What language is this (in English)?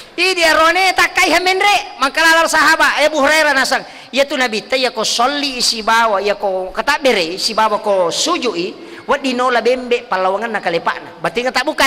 Buginese